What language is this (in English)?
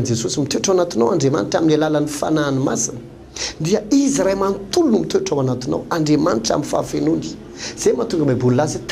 Malagasy